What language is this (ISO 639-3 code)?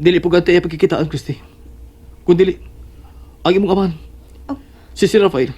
ceb